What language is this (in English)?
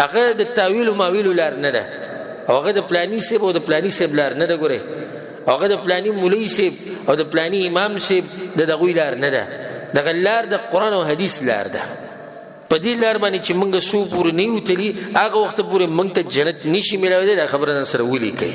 Pashto